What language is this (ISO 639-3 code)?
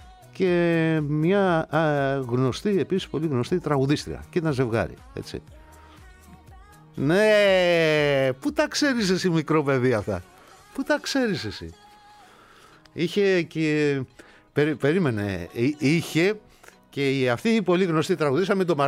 ell